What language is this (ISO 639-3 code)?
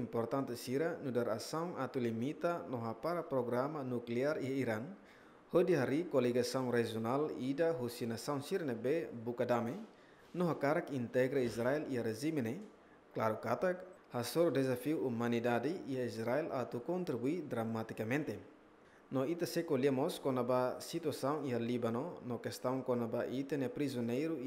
tet